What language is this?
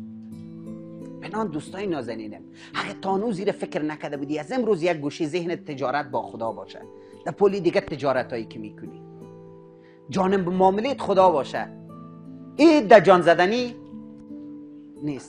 Persian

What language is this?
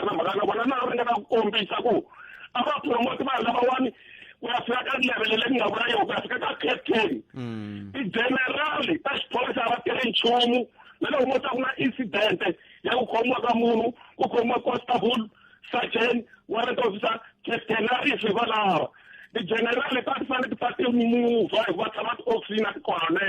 Tsonga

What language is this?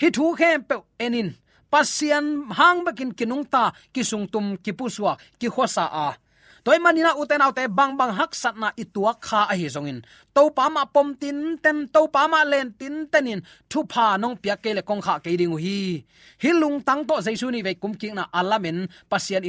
Tedim Chin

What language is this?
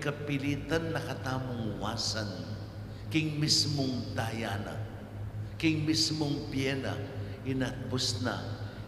Pampanga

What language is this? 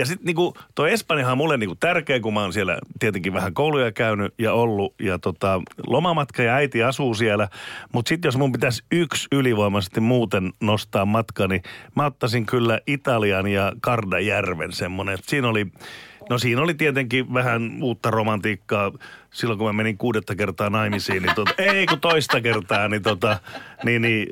Finnish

